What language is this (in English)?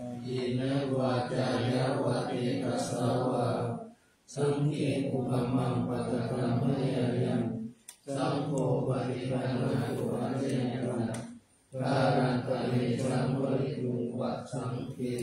Pali